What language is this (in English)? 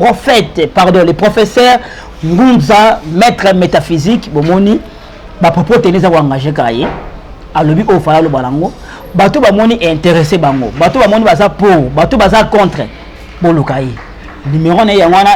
Lingala